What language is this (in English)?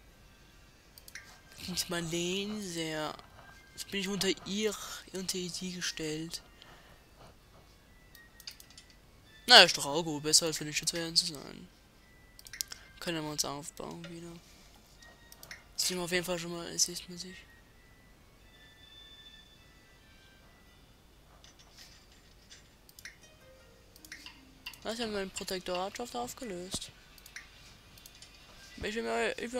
German